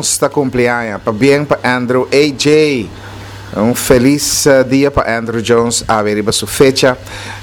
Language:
Papiamento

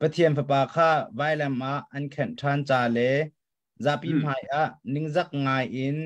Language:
Hakha Chin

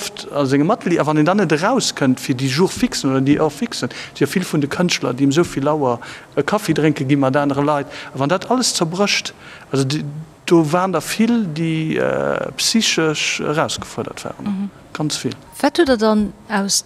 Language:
Luxembourgish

